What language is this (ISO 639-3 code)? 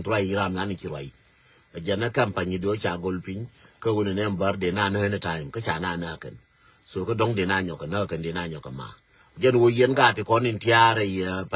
nus